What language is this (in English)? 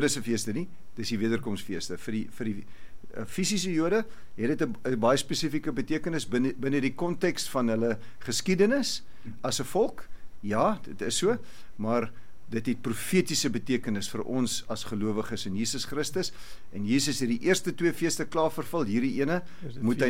Afrikaans